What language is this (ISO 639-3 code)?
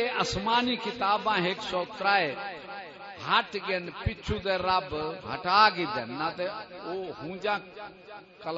skr